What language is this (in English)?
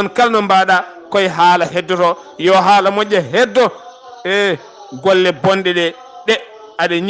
Fula